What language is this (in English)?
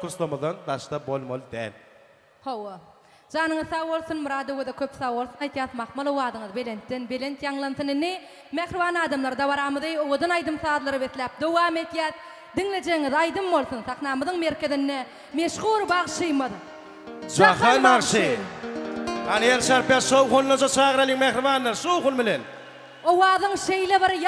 Turkmen